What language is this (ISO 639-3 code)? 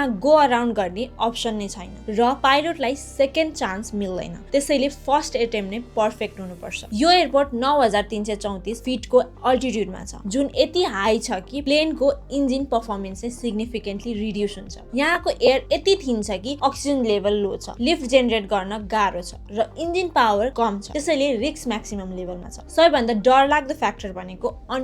nep